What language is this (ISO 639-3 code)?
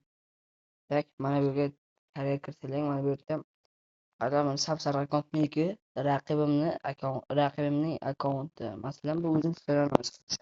uzb